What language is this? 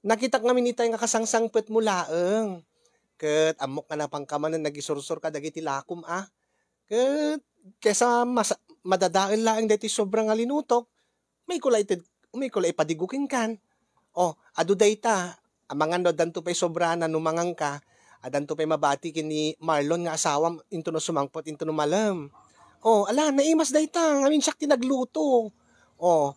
Iloko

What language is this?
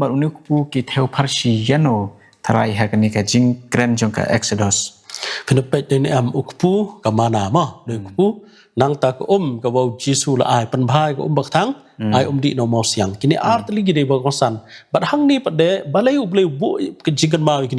Khasi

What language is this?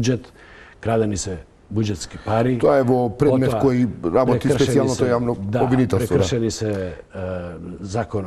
Macedonian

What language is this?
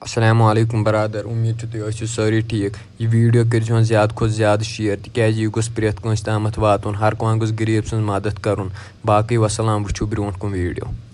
Kashmiri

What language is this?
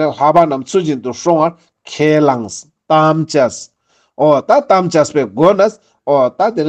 Ladakhi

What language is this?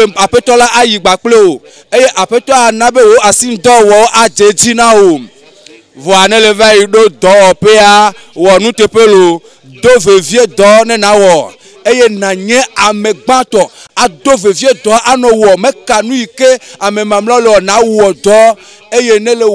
Ewe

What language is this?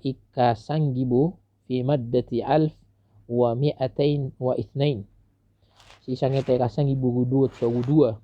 Maranao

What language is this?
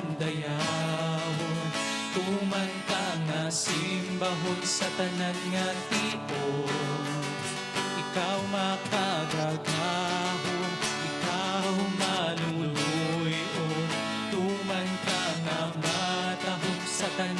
Hiligaynon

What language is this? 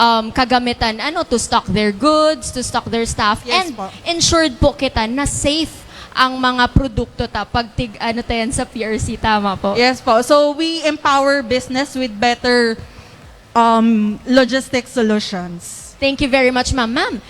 Bikol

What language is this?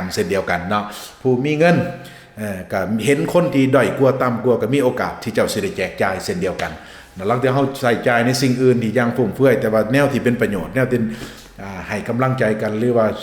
Lao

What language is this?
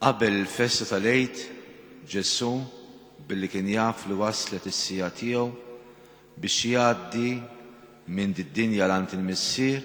Maltese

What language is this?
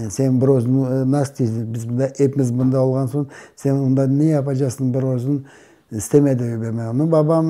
Crimean Tatar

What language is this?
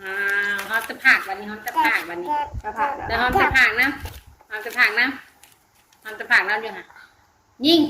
Northeastern Thai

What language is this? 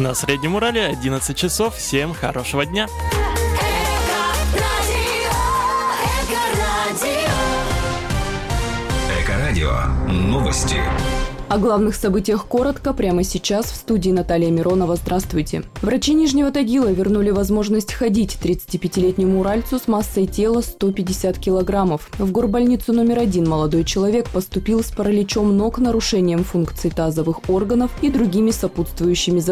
Russian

